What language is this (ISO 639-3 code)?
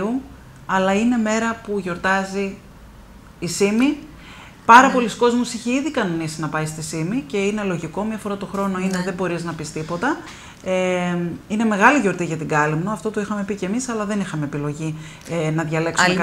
ell